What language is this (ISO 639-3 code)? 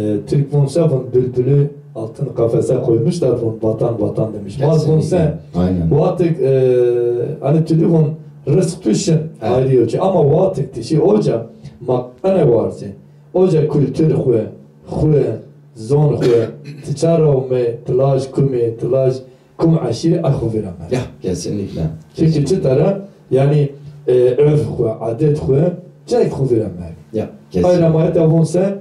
zza